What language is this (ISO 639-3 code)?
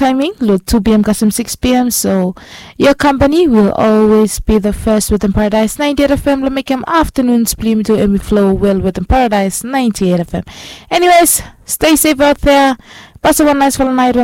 bis